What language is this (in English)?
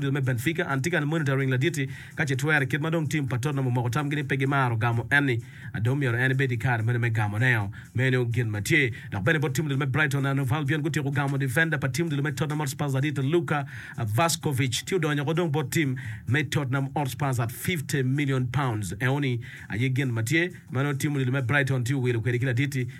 Acoli